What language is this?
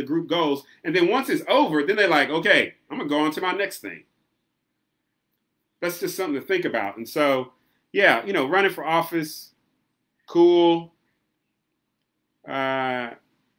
English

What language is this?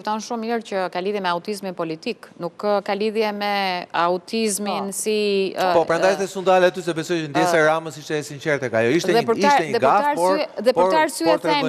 Albanian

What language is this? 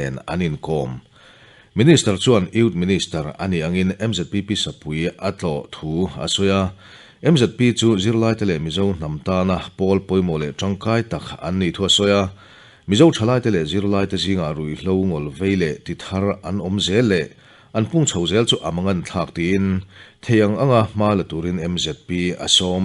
Mizo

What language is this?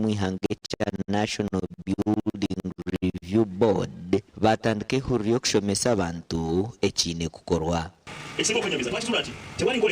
Nyankole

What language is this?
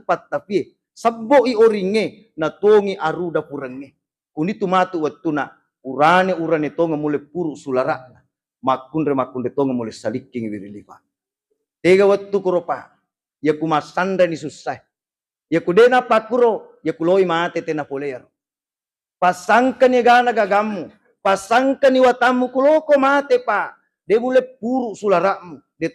Buginese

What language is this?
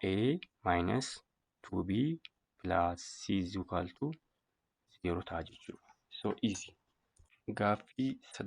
Oromo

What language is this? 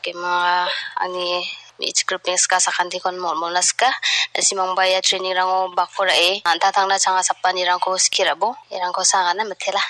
Garo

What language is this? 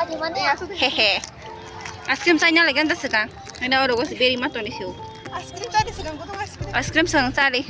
Kok Borok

